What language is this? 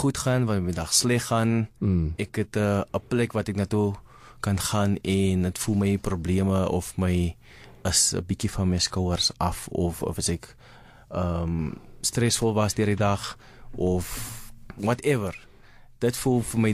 Afrikaans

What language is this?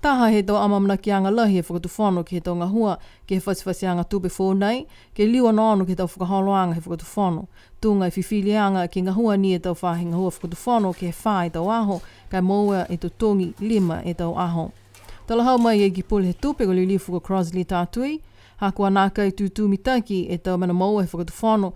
Niuean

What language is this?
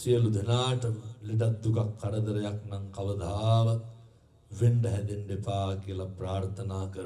Sinhala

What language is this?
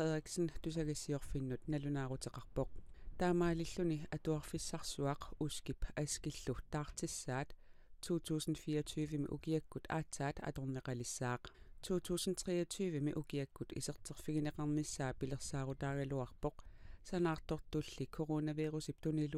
Kalaallisut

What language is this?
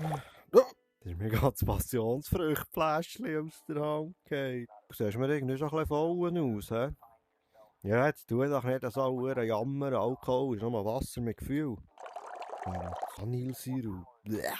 Swiss German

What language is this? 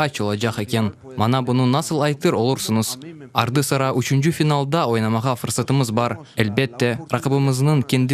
Crimean Tatar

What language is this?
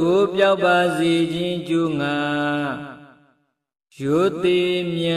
Burmese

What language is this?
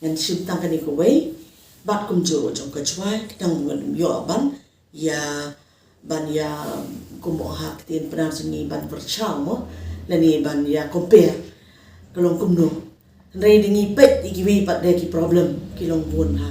Khasi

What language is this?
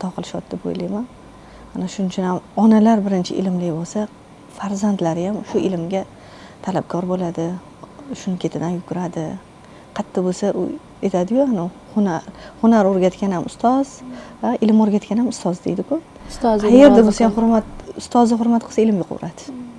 Uzbek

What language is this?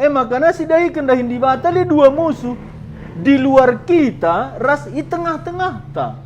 Batak Karo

